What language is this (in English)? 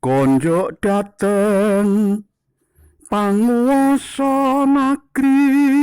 Javanese